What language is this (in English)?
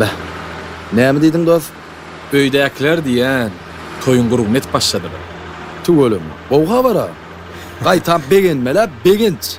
Turkmen